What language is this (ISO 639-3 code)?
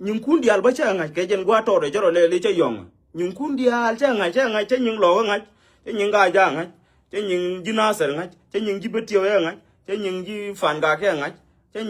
nus